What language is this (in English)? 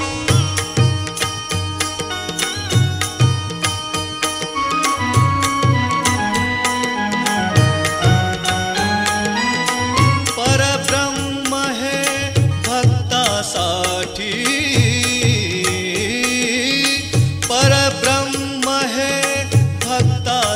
Marathi